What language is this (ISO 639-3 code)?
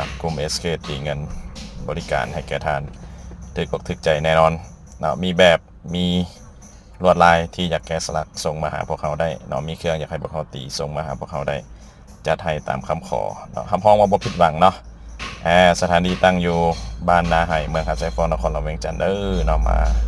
lao